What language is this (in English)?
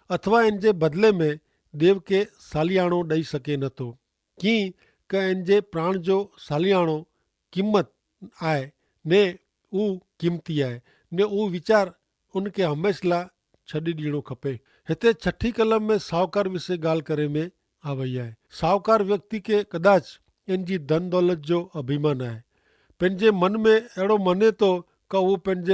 Kachhi